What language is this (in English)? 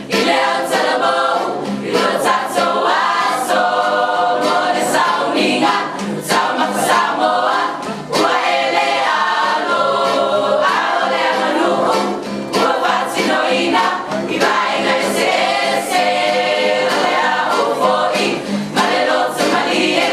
Samoan